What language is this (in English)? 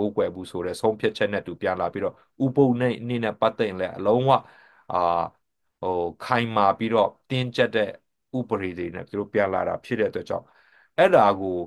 Burmese